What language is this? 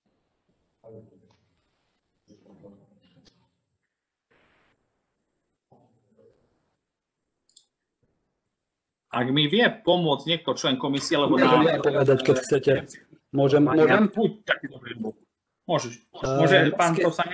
Slovak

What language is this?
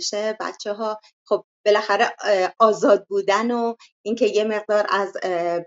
Persian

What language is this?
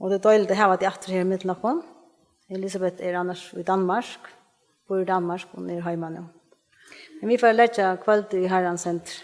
Faroese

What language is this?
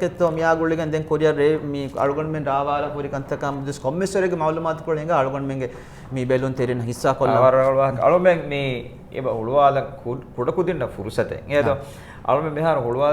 Divehi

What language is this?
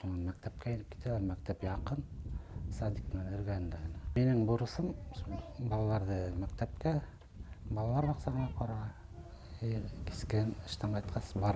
Bashkir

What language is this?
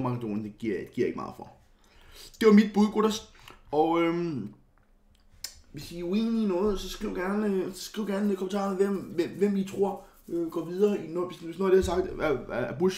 Danish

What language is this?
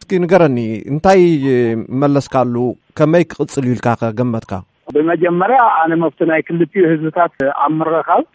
Tigrinya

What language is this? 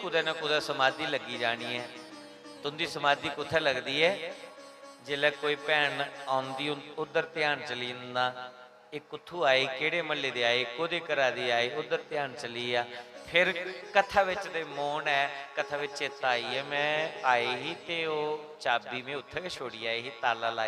Dogri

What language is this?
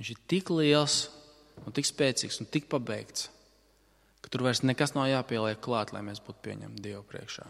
Latvian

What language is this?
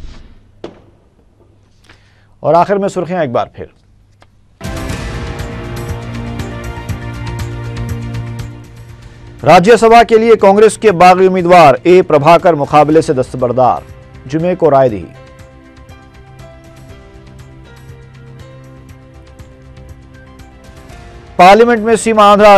Urdu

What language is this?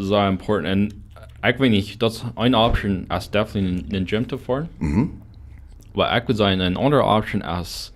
Plautdietsch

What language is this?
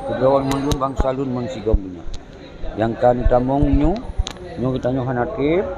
Achinese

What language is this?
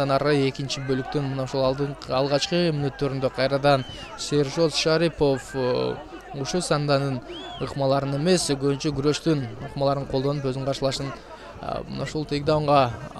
Kyrgyz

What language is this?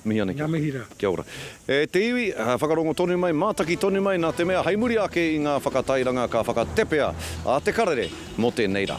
Māori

